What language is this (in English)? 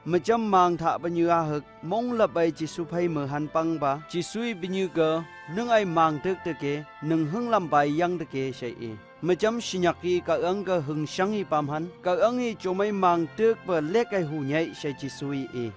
Phom Naga